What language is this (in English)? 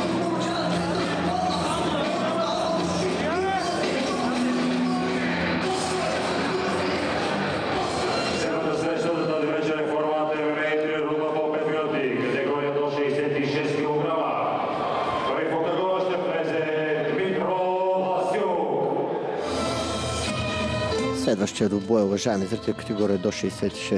Bulgarian